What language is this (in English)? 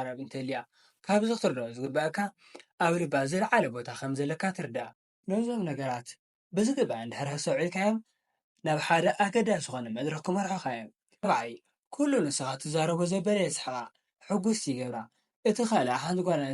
Tigrinya